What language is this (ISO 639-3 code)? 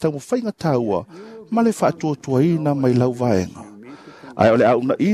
smo